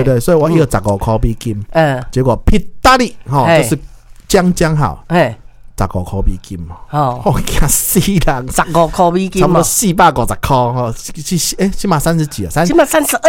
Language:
Min Nan Chinese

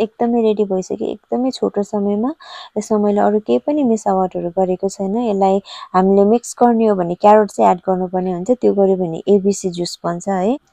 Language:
Nepali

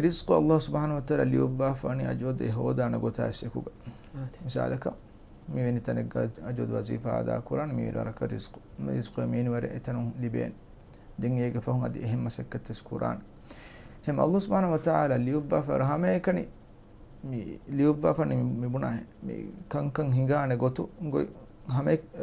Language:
Divehi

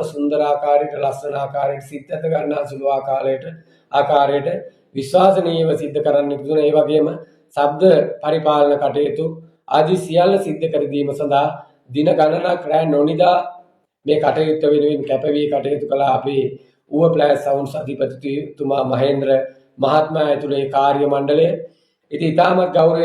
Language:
Sinhala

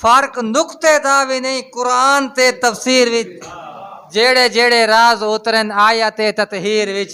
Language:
Saraiki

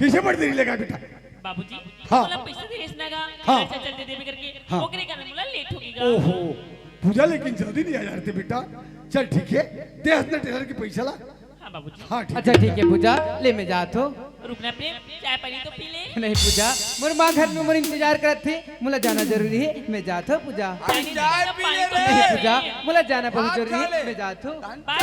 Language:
Chhattisgarhi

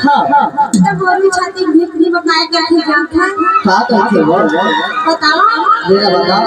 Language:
Chhattisgarhi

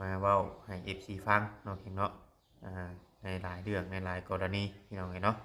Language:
Lao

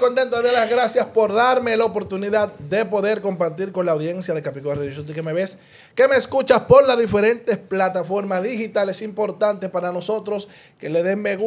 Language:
Spanish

